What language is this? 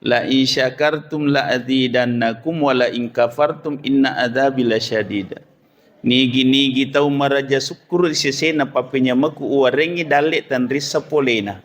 Buginese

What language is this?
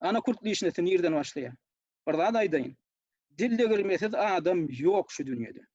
Turkmen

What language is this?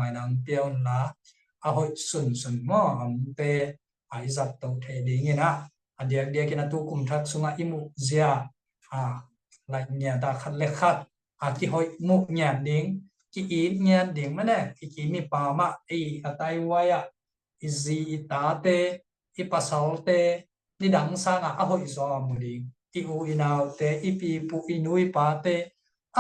Tedim Chin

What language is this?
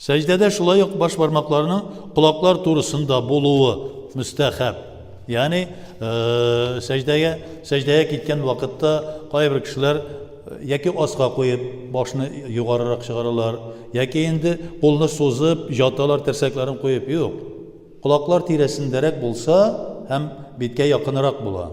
Tatar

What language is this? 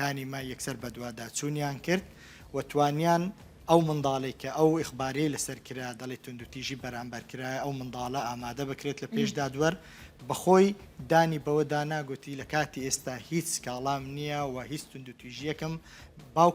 Central Kurdish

